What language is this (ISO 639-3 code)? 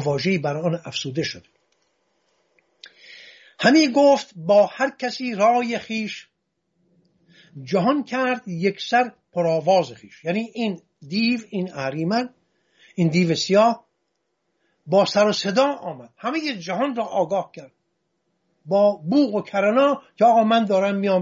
fas